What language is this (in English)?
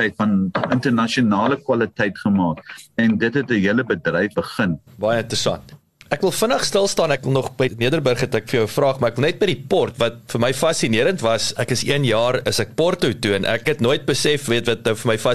Afrikaans